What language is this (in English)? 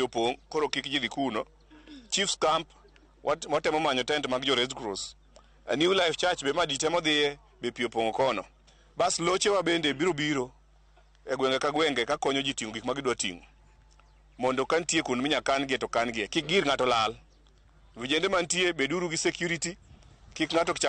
Luo (Kenya and Tanzania)